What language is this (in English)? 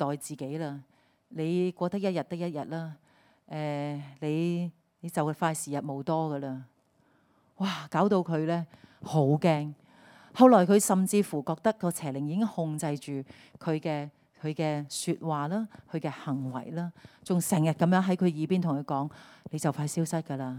Cantonese